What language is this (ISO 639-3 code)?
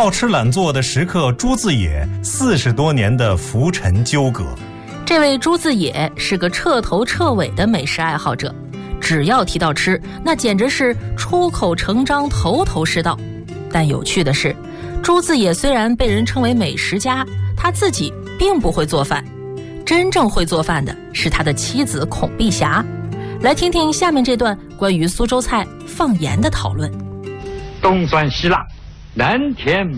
zho